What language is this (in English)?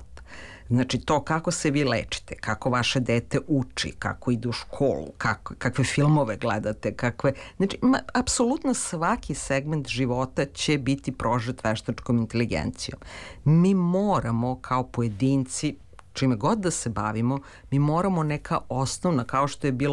Serbian